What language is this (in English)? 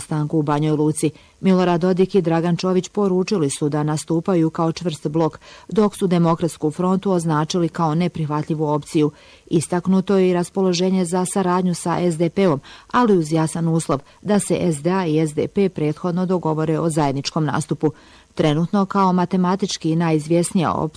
Bosnian